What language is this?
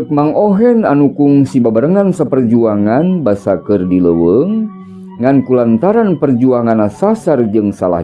Sundanese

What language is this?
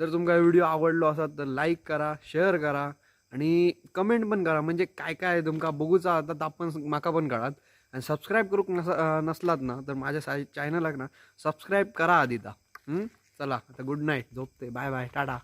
Konkani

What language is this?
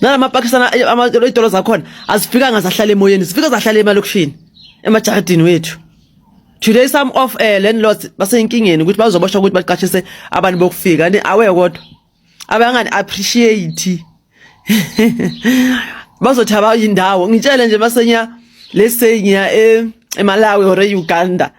Zulu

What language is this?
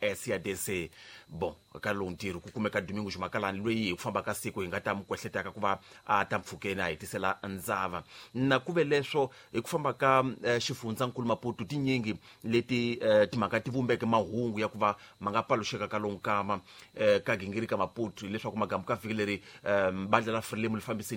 Tsonga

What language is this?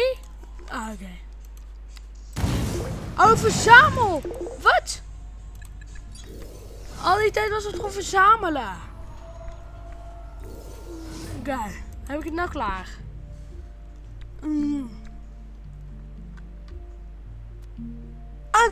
Dutch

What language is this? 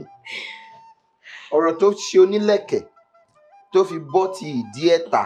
Yoruba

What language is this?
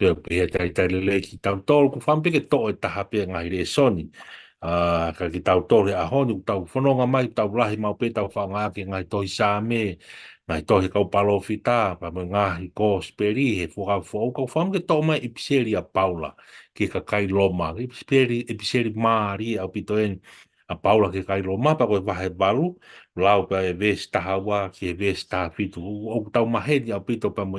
Tongan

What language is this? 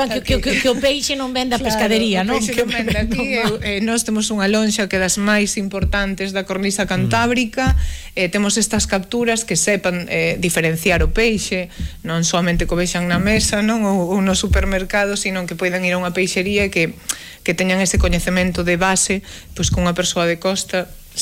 Galician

